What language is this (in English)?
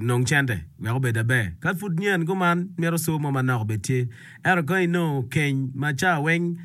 Acoli